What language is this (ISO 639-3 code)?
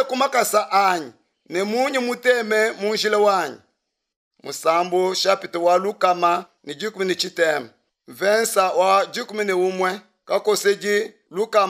lua